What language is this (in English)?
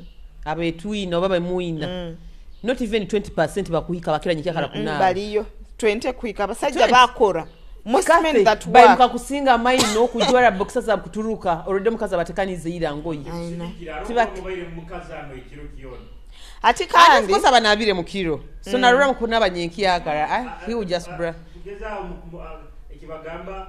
Nyoro